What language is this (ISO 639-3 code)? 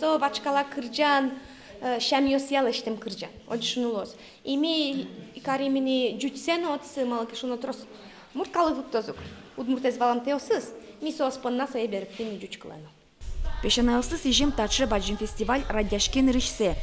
udm